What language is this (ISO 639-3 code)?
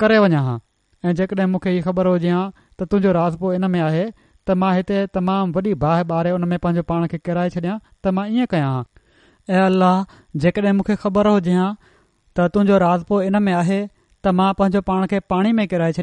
snd